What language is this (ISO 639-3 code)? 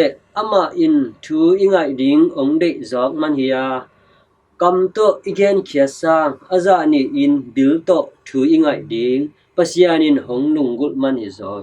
ctd